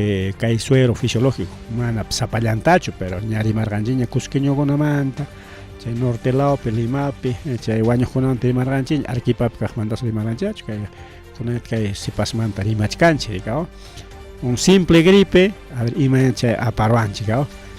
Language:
Ayacucho Quechua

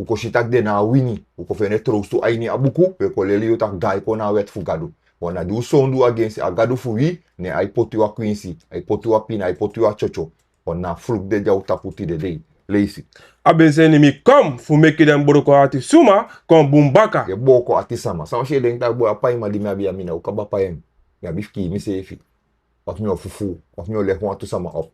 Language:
Sranan Tongo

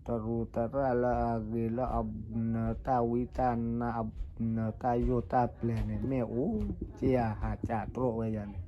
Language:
S'gaw Karen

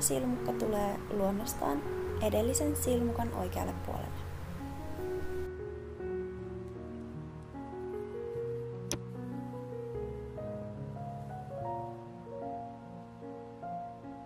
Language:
Finnish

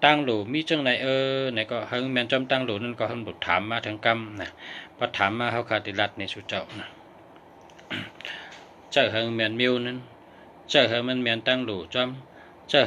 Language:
Shan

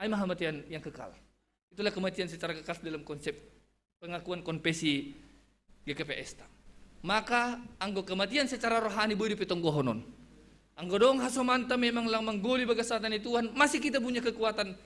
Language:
Batak Simalungun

